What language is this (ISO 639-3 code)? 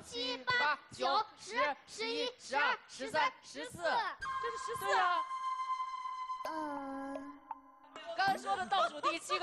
zho